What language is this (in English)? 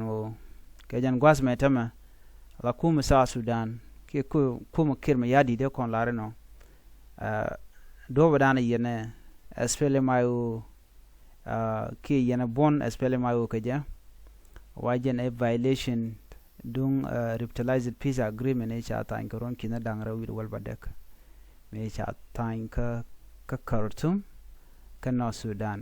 Nuer